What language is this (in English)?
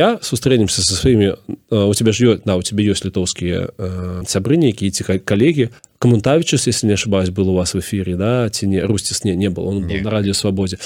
Belarusian